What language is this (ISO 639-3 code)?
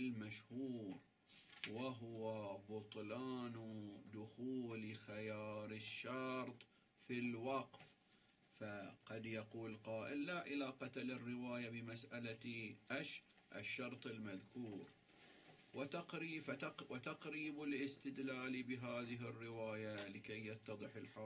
ara